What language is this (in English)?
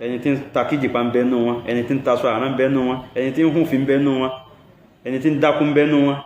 Yoruba